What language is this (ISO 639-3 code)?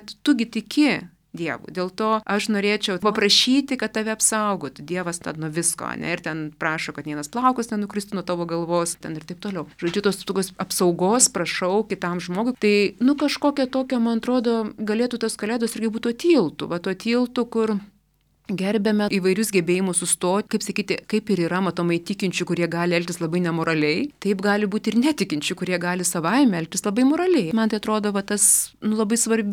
lit